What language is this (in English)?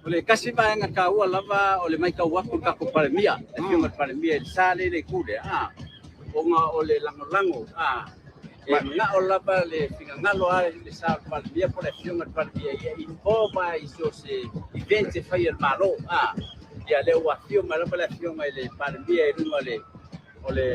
Samoan